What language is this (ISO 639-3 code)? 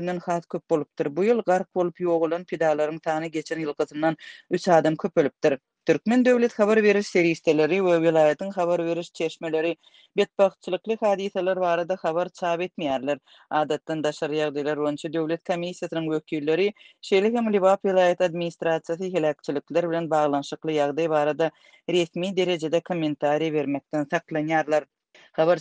tuk